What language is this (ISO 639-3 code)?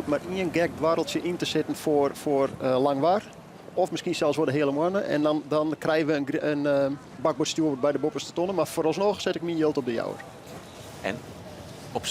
fry